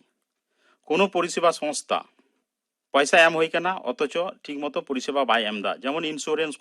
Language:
Santali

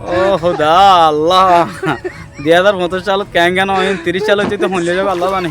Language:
Rohingya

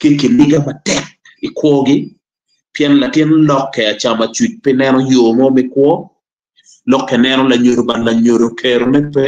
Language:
Acoli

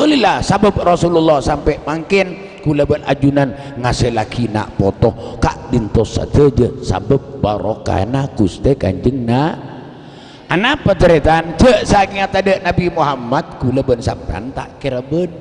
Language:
Madurese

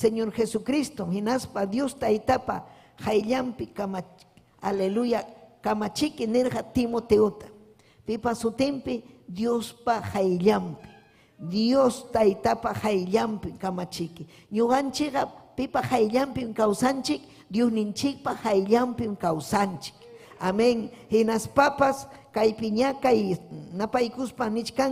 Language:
Ayacucho Quechua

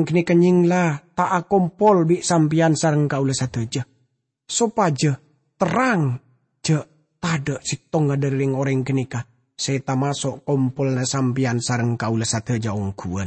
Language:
Madurese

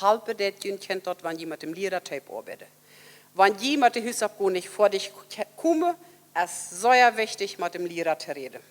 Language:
Plautdietsch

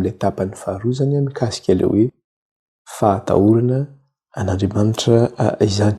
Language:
Malagasy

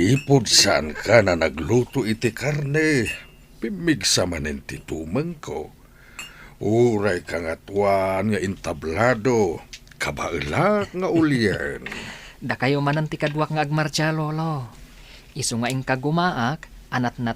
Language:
Iloko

